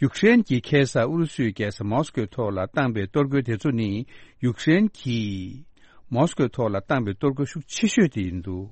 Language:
Tibetan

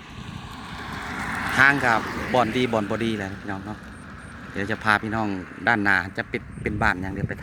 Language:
Lao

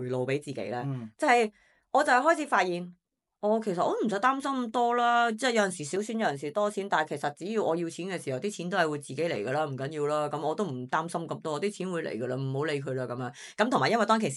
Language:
Cantonese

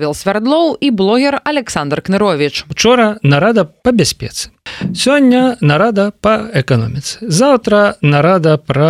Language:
Belarusian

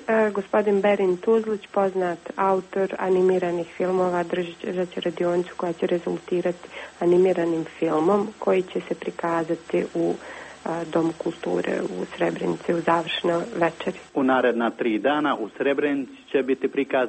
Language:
Bosnian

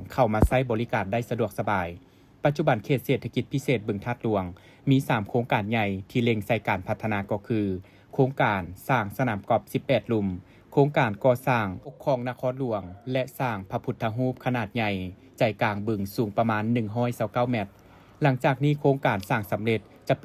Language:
Lao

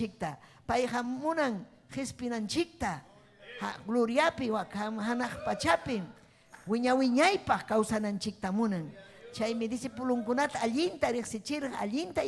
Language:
Ayacucho Quechua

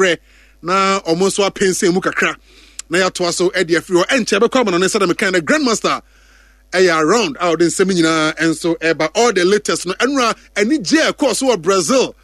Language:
Akan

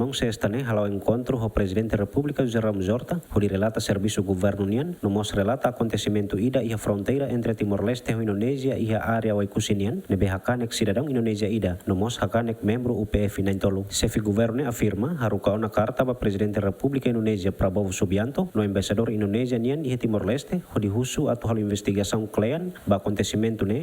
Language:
Tetum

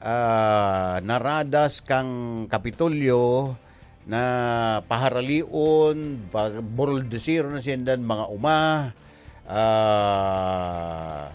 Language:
Bikol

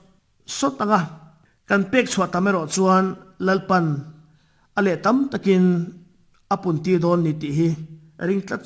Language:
Mizo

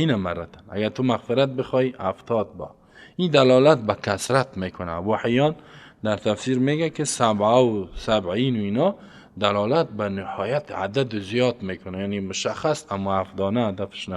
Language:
Persian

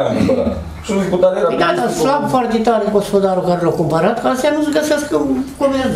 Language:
Romanian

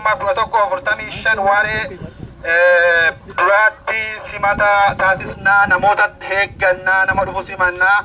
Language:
Oromo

